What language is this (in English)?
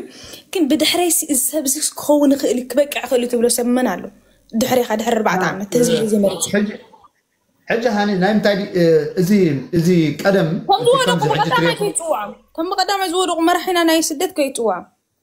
Tigrinya